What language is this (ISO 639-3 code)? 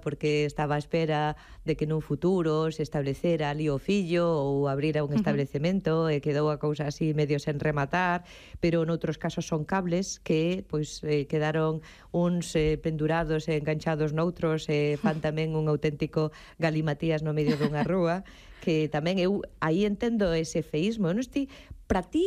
glg